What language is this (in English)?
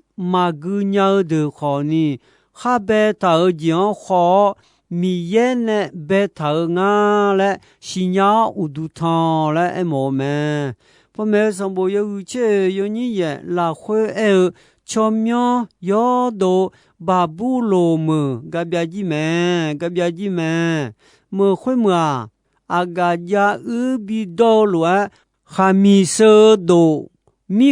Akha